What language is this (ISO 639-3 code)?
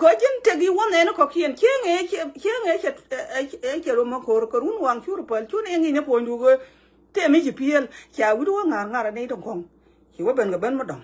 nus